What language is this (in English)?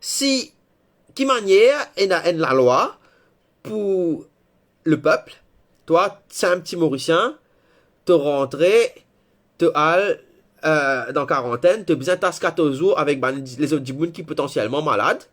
Morisyen